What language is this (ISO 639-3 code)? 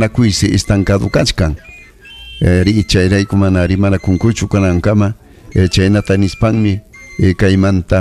quy